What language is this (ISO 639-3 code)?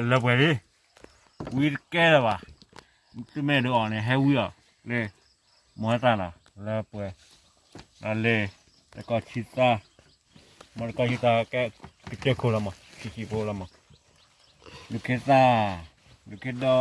ksw